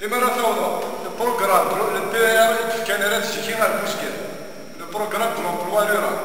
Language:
Kabyle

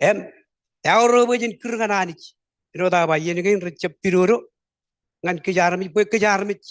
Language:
Marshallese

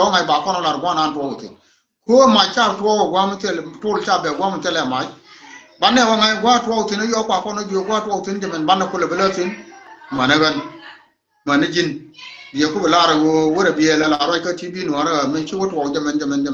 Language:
Nuer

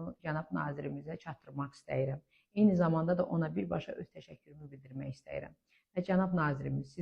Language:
Azerbaijani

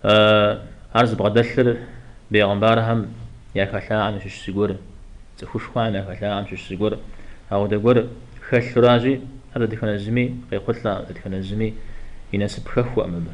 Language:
Kabardian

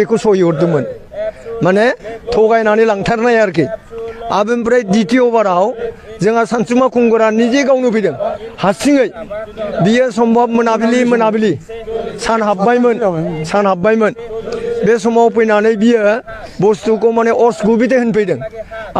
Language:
Bodo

